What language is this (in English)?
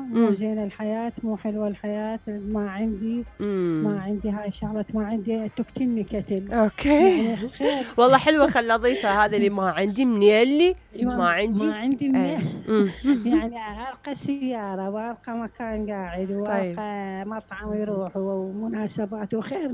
Mesopotamian Arabic